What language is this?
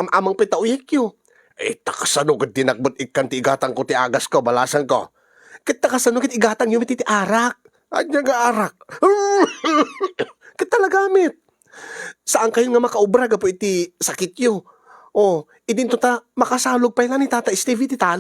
Iloko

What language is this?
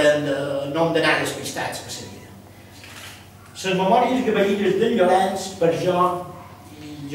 Catalan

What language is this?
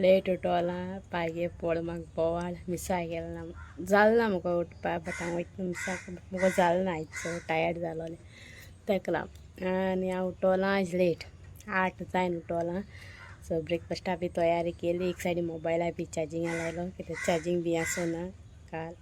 Konkani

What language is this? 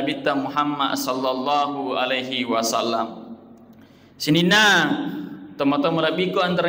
Buginese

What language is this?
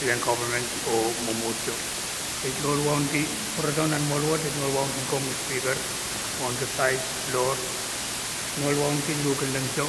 Pohnpeian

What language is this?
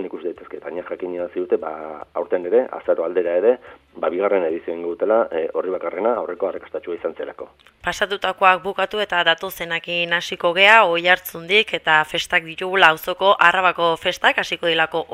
Basque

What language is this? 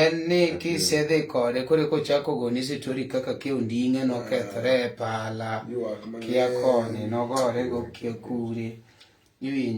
Luo (Kenya and Tanzania)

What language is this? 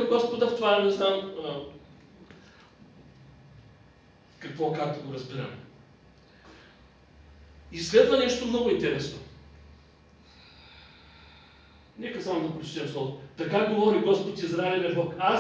Bulgarian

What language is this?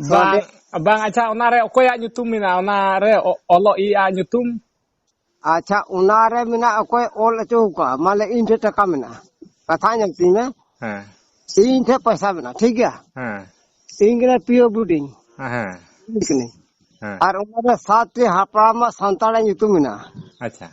Santali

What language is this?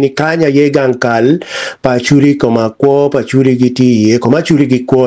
Acoli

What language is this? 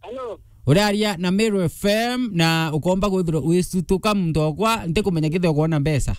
Meru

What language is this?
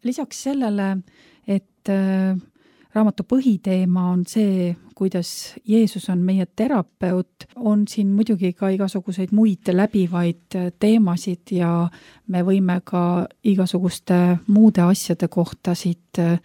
Estonian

